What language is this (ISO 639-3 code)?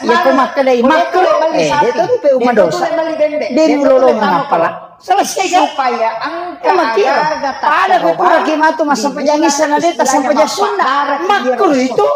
bug